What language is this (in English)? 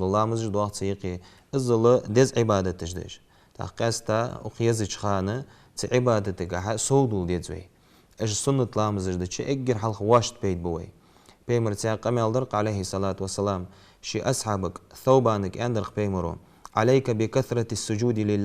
Ingush